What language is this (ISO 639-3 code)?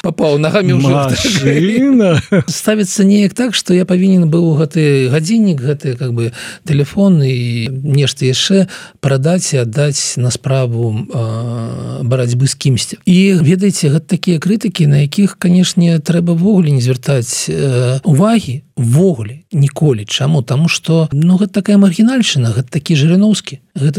bel